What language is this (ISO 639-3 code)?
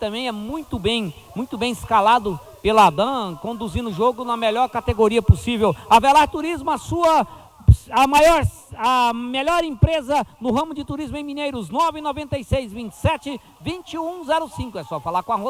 por